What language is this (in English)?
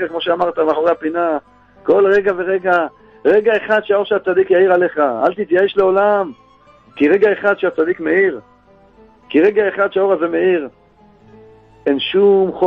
Hebrew